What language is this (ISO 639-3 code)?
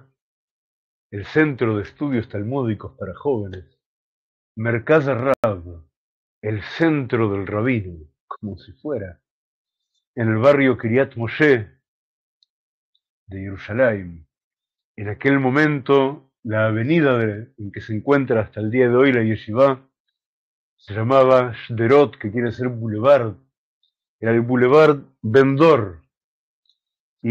spa